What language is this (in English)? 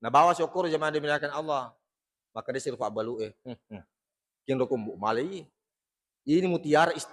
Buginese